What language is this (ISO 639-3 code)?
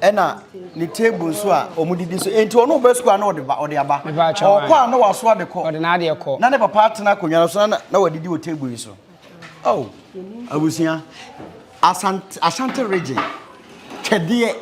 aka